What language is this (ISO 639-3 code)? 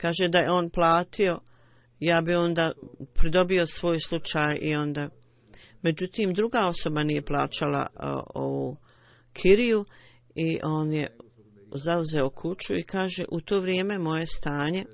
bos